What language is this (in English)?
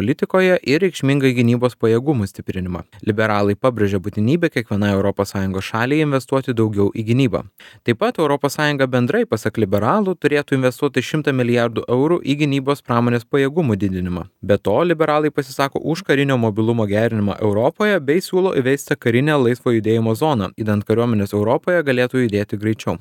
Lithuanian